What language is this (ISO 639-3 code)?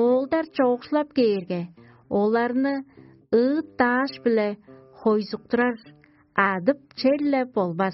tyv